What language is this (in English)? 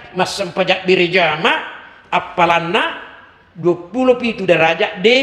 Buginese